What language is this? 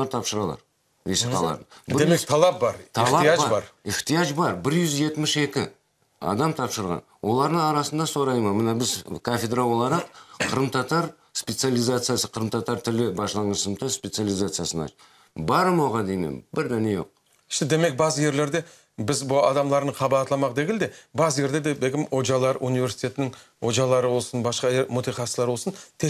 Crimean Tatar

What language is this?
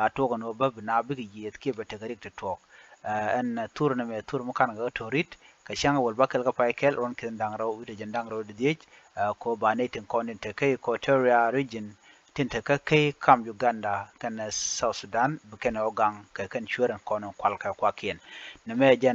Nuer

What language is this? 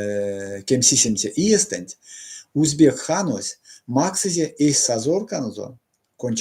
Erzya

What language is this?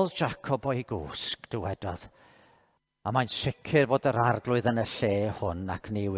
Welsh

